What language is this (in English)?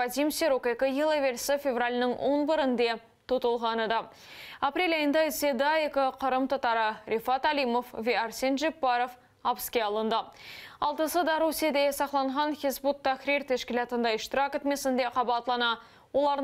Crimean Tatar